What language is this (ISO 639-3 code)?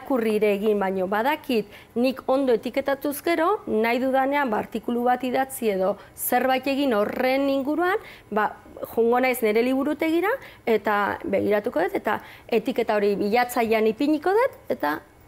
eus